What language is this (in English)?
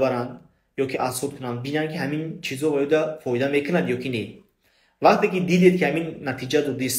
Tajik